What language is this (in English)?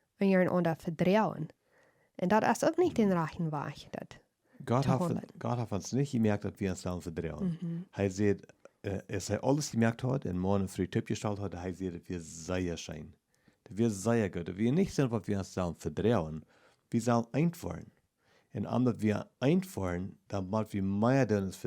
Plautdietsch